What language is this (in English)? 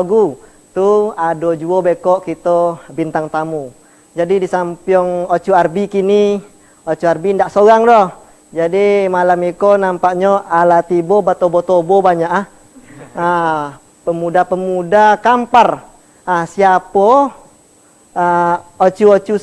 Minangkabau